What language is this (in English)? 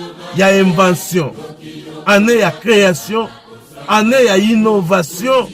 Lingala